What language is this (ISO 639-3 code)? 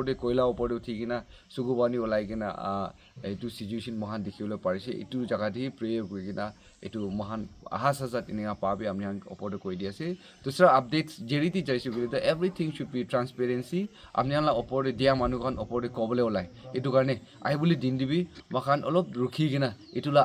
nag